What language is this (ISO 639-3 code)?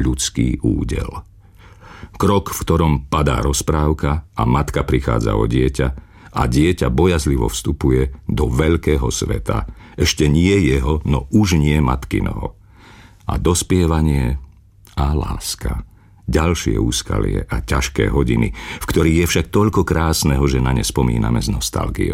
slk